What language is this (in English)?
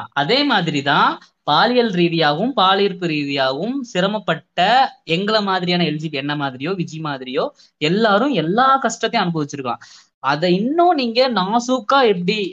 Tamil